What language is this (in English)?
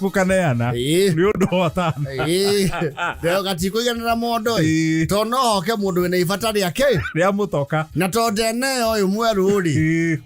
Kikuyu